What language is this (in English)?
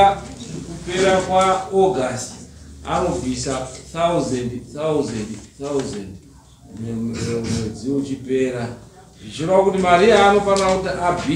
Shona